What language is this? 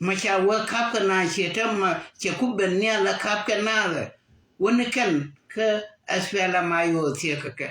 Nuer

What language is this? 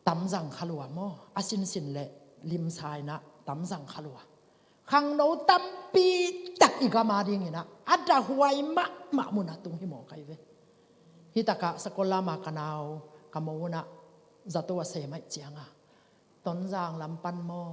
Tedim Chin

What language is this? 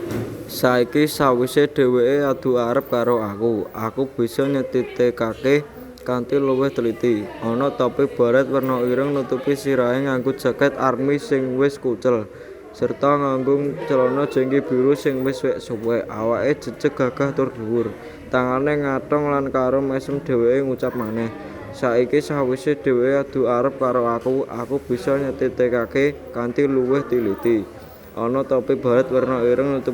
Javanese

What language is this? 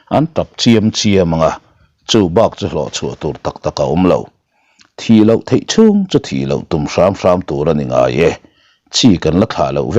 Mizo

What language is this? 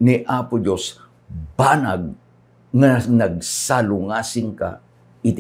Iloko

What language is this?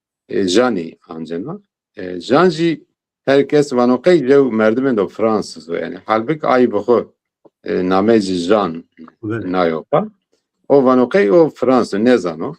Zaza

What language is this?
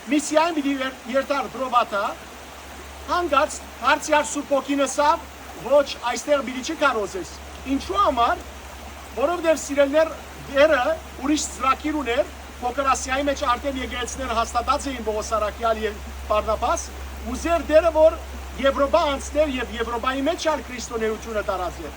Western Armenian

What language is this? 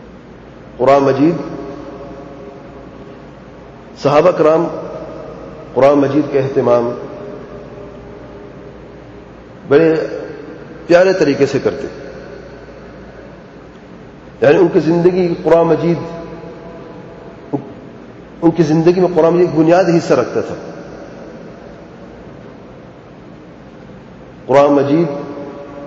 Urdu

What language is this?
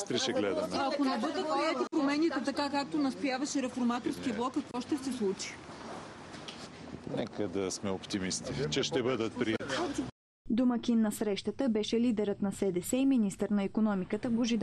Bulgarian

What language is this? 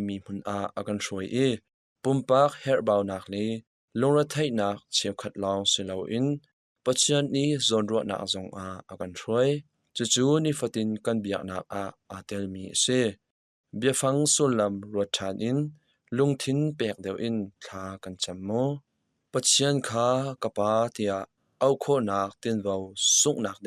Hakha Chin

